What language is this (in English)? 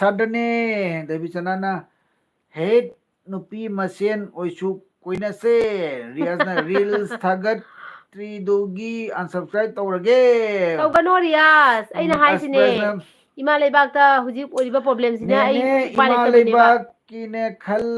Manipuri